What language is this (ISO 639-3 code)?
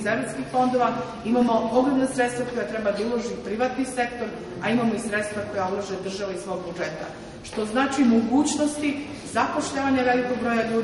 srp